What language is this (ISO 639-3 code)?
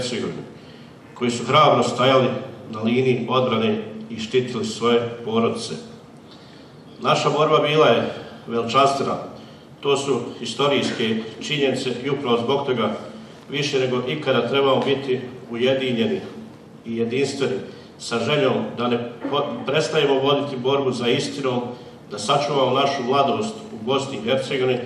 bos